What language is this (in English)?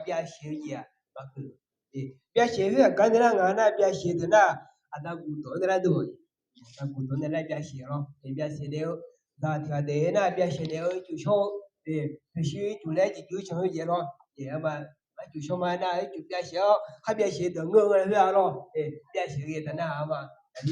Akha